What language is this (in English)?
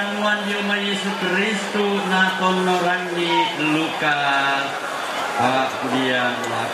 Toraja-Sa'dan